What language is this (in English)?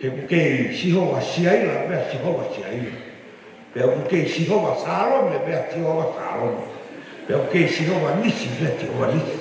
Tongan